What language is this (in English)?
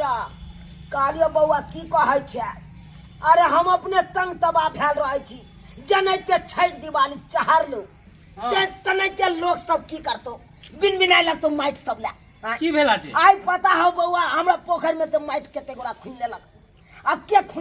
Maithili